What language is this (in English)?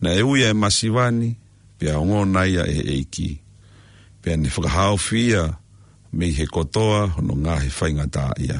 Tongan